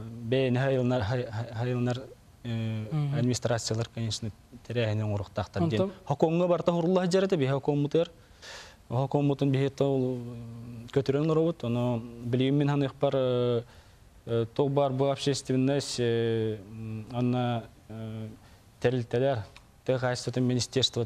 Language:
Yakut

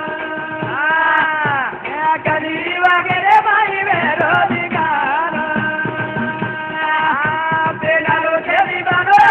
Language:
Lambadi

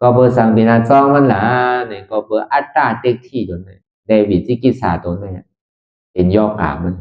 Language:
Shan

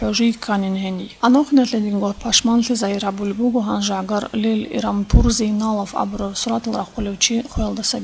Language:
Avaric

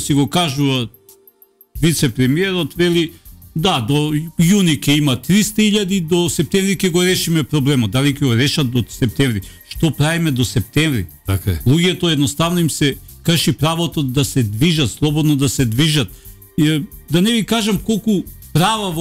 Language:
Macedonian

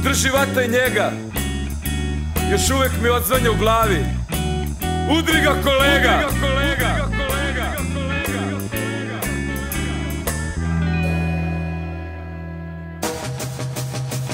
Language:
Serbian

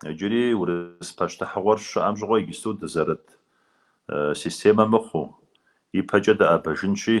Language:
Kabardian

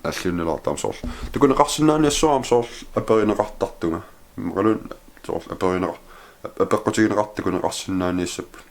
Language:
Kalaallisut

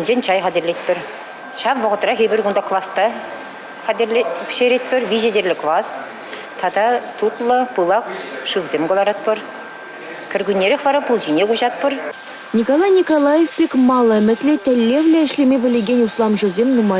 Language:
Chuvash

